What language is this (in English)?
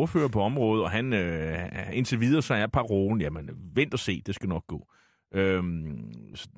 Danish